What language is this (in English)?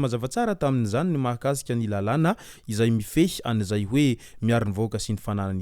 Malagasy